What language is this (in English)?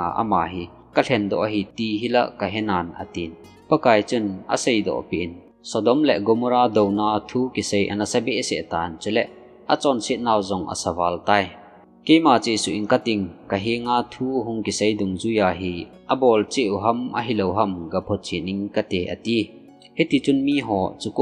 Thado Chin